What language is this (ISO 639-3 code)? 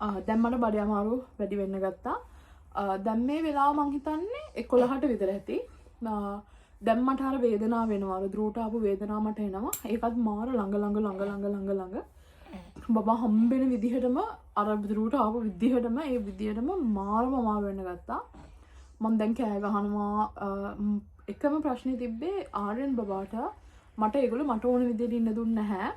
sin